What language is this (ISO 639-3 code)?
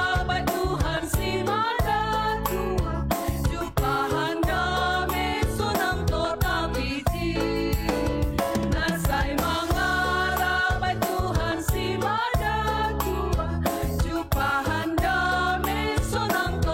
bts